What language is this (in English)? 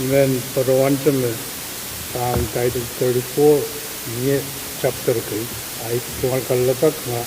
Pohnpeian